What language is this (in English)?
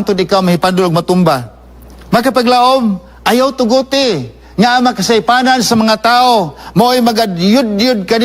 Cebuano